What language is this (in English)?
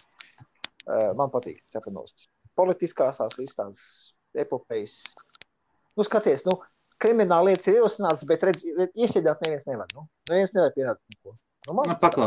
Latvian